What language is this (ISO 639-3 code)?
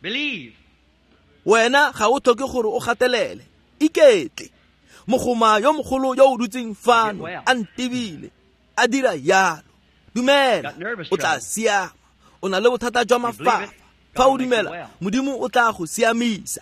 tsn